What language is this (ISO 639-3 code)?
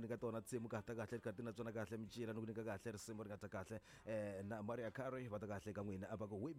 tso